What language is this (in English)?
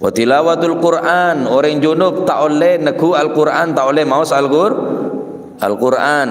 Madurese